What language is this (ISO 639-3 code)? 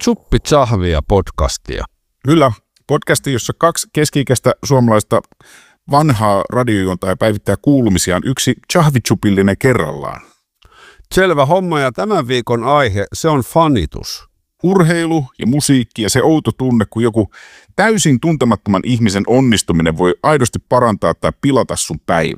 fin